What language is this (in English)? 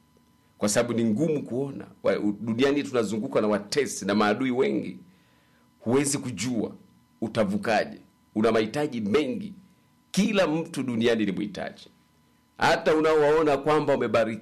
Swahili